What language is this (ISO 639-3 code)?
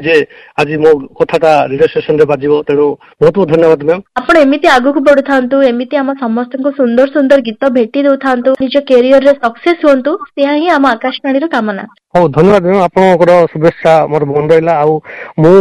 ori